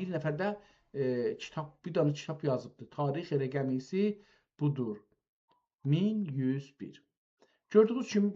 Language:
South Azerbaijani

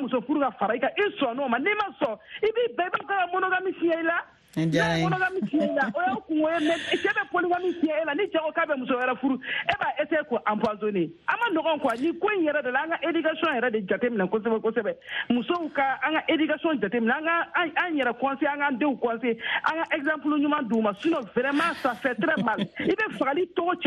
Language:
Bambara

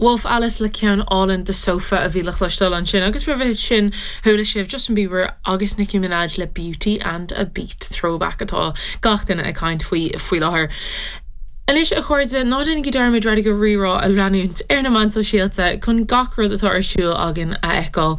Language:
Irish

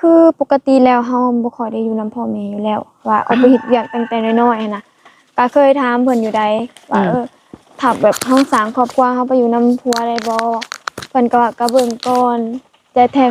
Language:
Lao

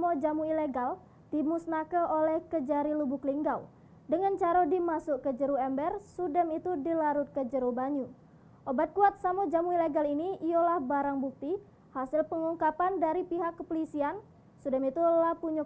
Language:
Musi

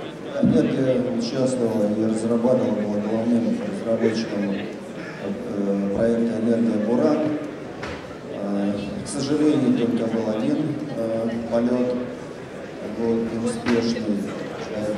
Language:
Russian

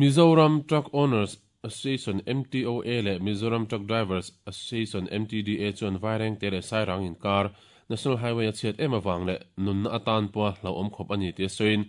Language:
Mizo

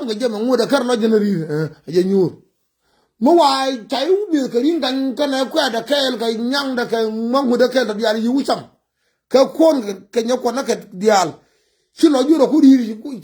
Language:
Nuer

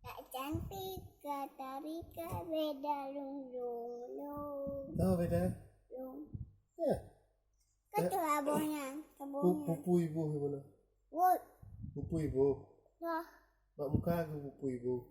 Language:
Achinese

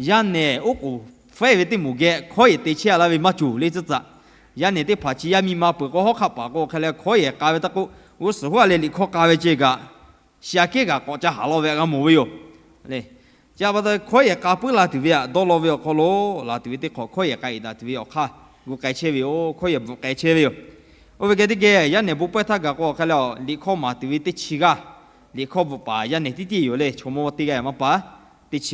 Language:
Lahu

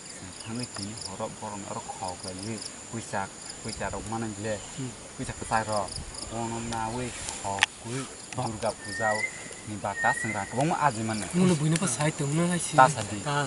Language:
Kok Borok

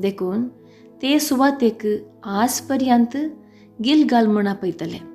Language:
Konkani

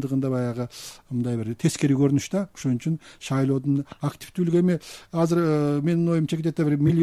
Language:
Kyrgyz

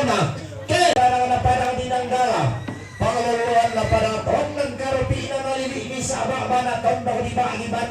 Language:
Toraja-Sa'dan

